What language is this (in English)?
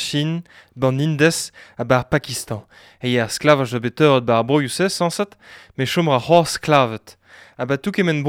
Breton